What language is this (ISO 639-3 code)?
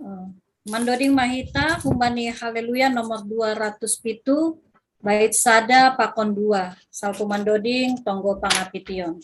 bts